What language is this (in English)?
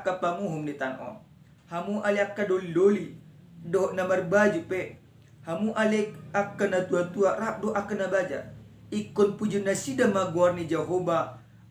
Batak Toba